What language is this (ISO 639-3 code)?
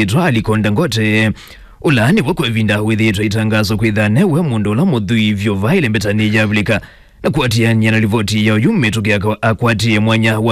kam